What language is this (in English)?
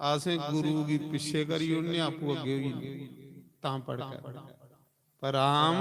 Dogri